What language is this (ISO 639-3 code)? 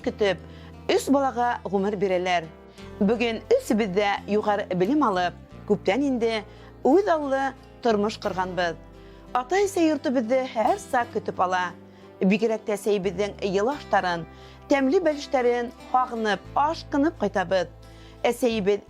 bak